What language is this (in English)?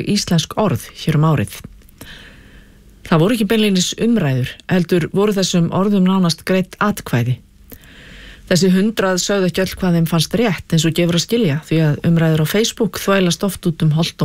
Icelandic